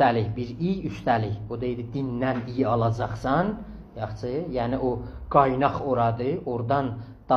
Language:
South Azerbaijani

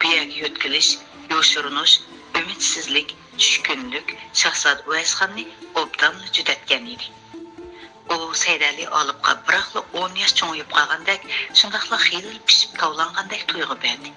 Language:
Uyghur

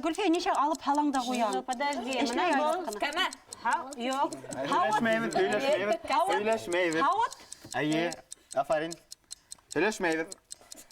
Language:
Bashkir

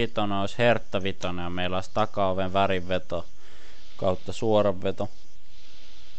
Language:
Finnish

